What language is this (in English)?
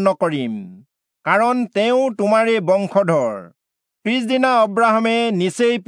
Assamese